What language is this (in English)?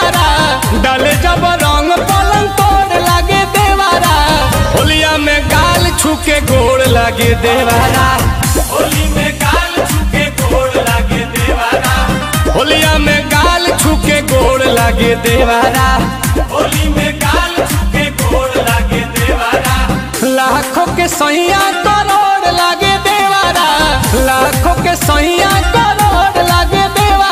Bhojpuri